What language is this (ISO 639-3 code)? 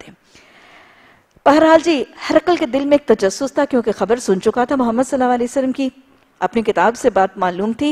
urd